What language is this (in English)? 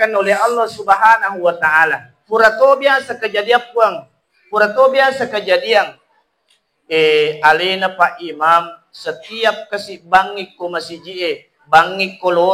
Buginese